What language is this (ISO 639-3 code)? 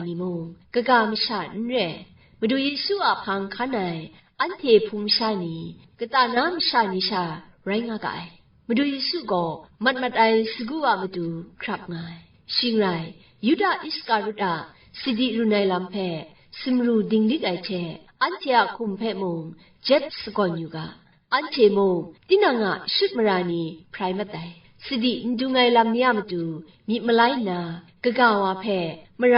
kac